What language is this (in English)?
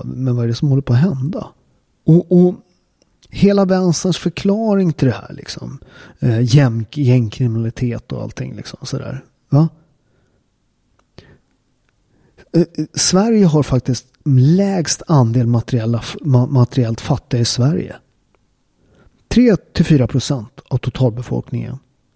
Swedish